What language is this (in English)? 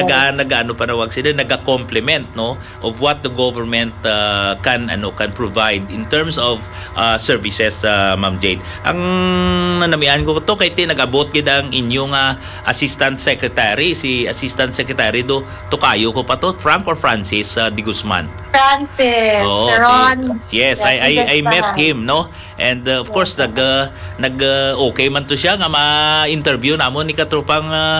Hiligaynon